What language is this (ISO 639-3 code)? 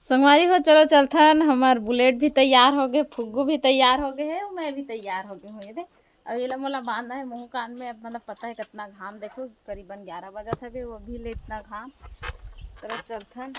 hne